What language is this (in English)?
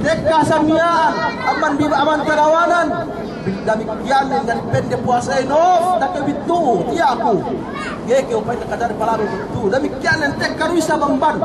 Yakan